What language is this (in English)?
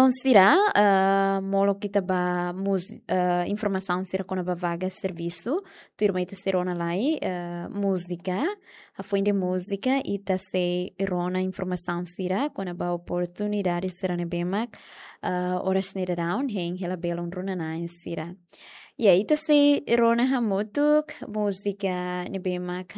Tetum